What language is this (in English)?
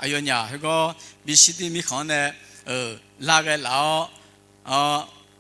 Akha